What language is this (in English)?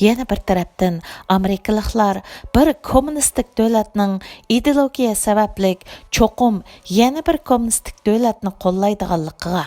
Uyghur